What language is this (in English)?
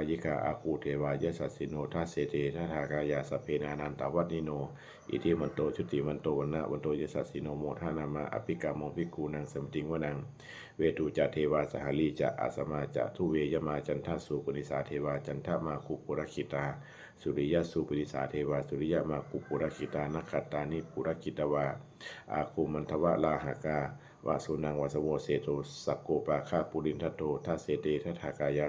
Pali